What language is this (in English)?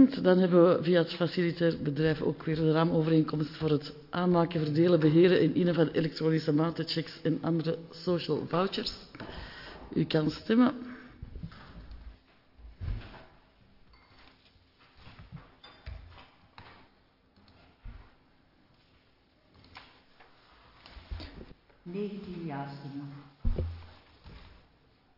Dutch